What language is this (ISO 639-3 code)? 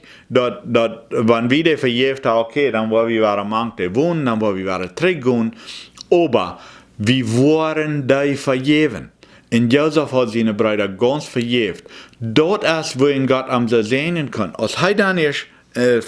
pdt